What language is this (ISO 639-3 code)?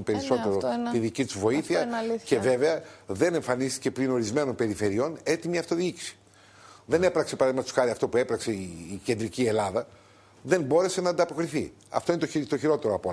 ell